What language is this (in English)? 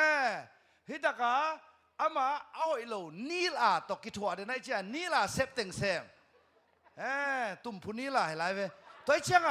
Tedim Chin